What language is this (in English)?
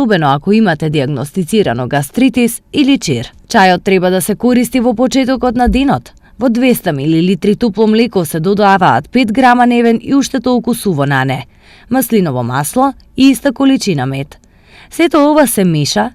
Macedonian